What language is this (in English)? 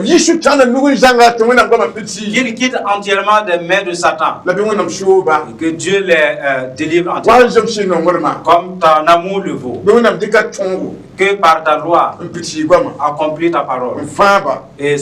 Mossi